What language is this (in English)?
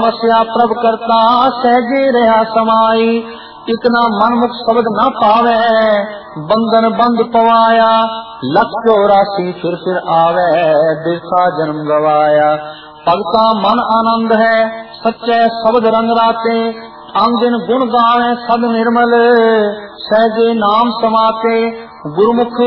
Punjabi